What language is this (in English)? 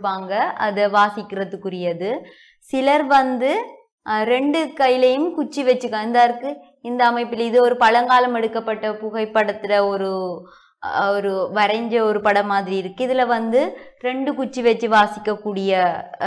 Tamil